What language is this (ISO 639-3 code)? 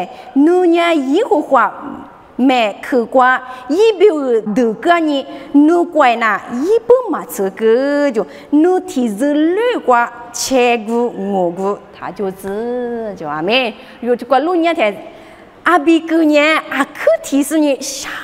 lis